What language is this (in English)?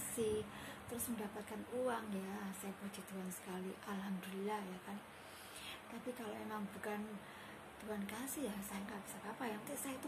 Indonesian